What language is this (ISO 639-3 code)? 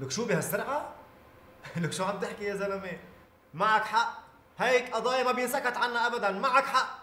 apc